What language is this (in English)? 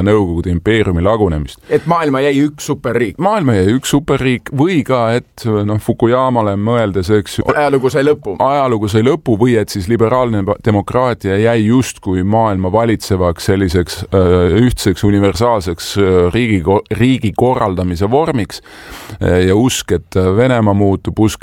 Estonian